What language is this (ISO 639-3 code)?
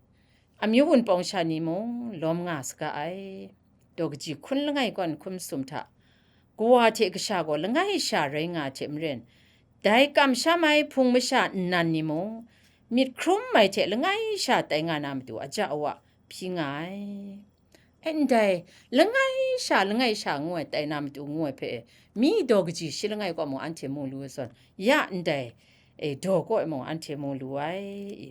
kac